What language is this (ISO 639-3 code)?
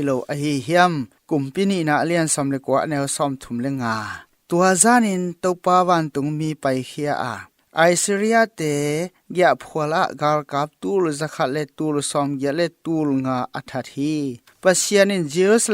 ctd